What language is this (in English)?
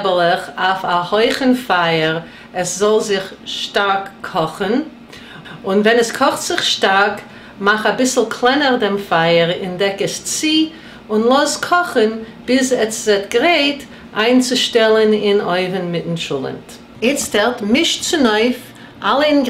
Yiddish